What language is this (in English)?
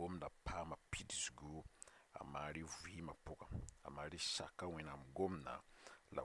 Mossi